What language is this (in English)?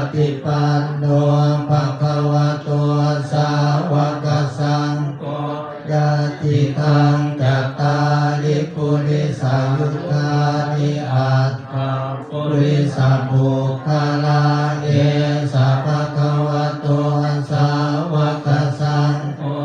Pali